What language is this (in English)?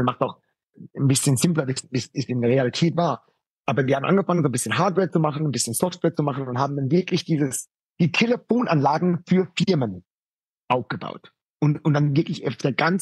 German